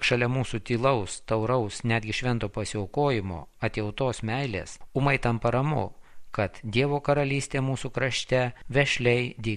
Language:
Lithuanian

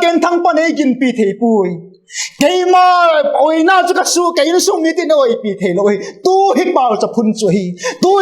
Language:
Vaiphei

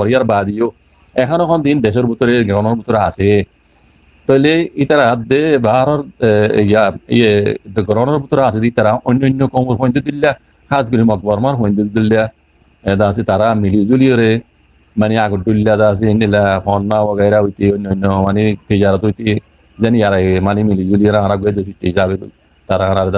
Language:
Rohingya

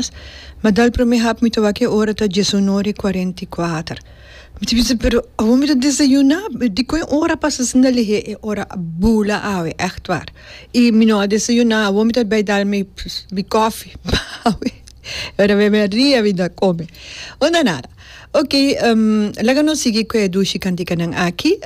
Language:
Papiamento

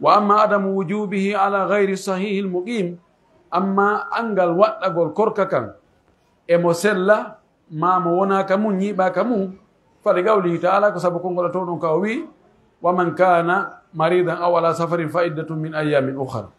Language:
Pular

